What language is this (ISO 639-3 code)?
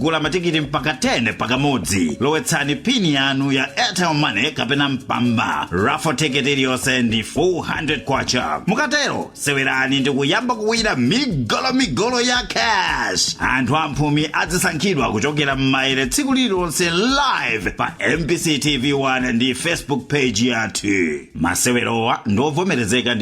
nya